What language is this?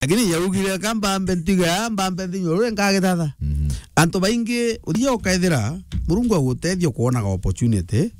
Meru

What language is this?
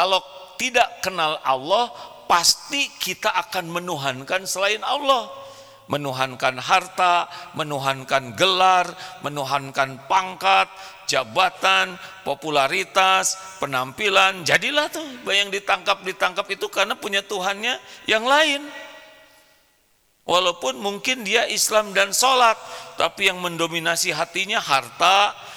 Indonesian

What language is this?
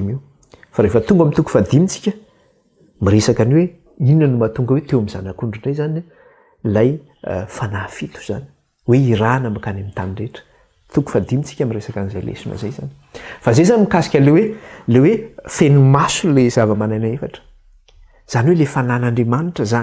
Malagasy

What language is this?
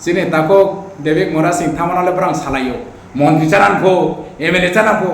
Riang (India)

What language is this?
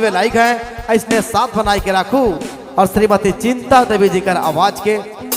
Sadri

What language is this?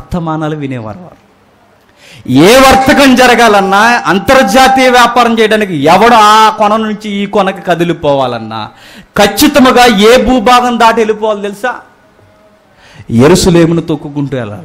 Telugu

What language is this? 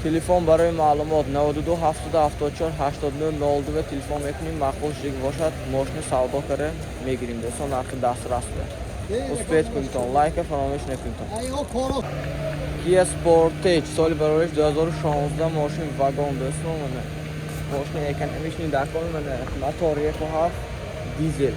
Tajik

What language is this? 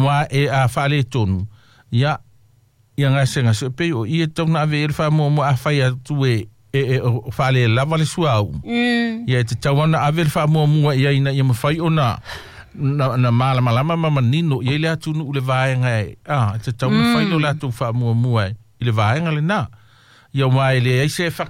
Samoan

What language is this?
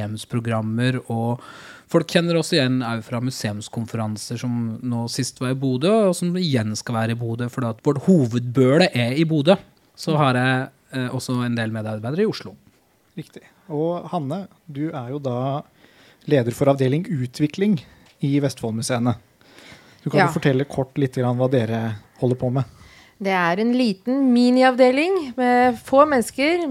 Norwegian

